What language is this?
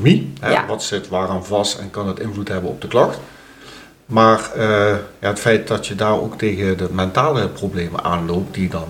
Dutch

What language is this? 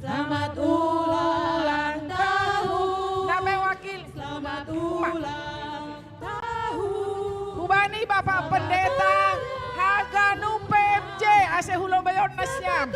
Batak Simalungun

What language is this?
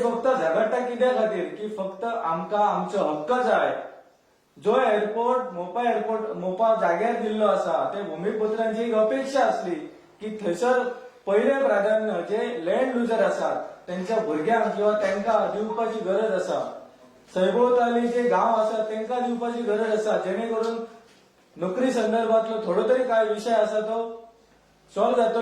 Konkani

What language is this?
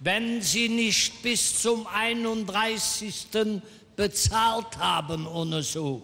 Colognian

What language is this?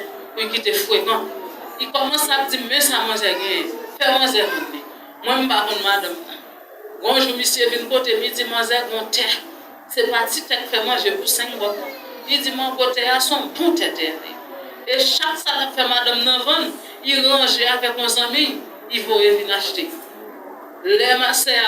Haitian Creole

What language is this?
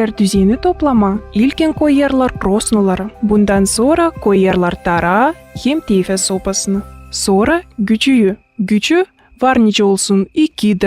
Gagauz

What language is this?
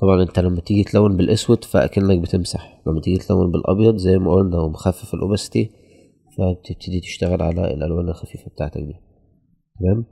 Egyptian Arabic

